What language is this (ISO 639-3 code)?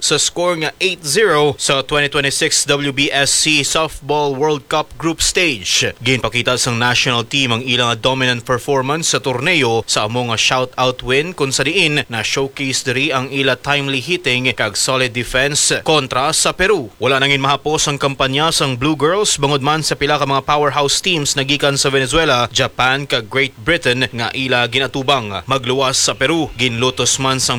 hil